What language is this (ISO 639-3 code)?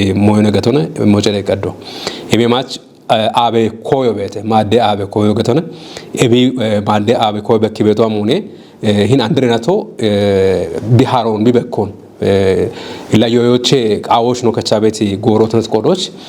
kbr